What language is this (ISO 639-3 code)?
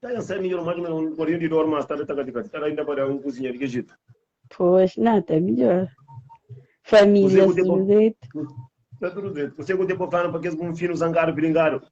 kea